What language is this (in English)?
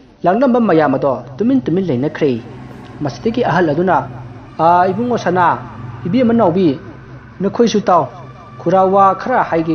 Manipuri